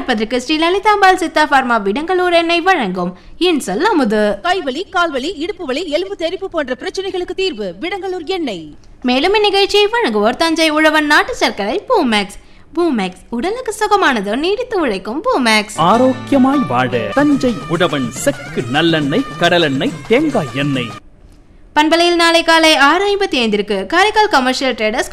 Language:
Tamil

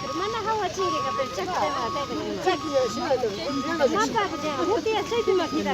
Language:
Imbabura Highland Quichua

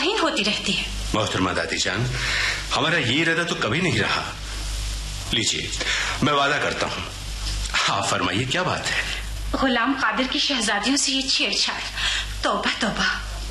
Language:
Urdu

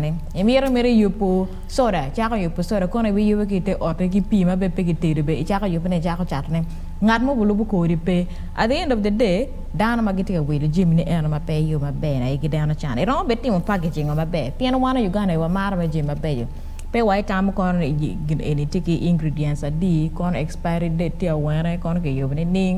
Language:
Acoli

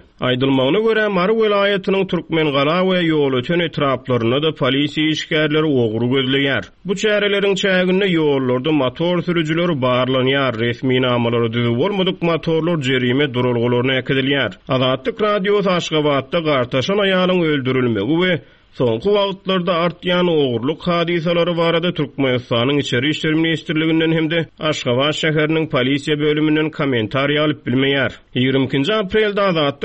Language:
Turkmen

